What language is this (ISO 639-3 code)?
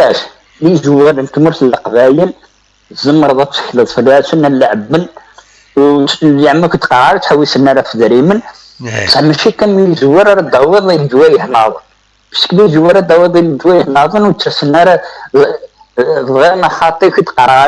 kab